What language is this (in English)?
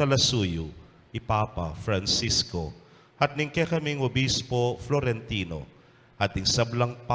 Pampanga